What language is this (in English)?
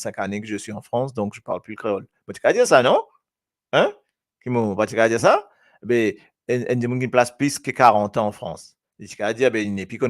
Morisyen